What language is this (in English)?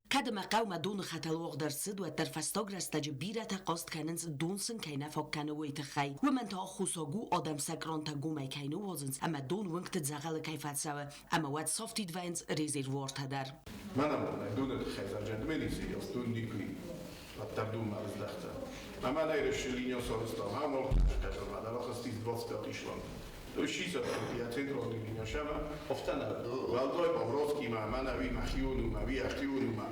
Ossetic